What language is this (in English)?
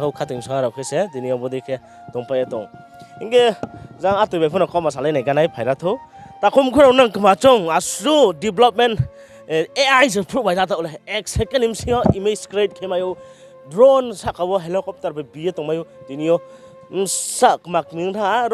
Riang (India)